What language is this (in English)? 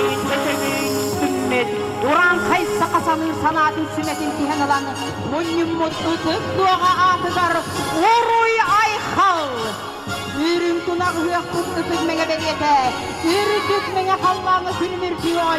Yakut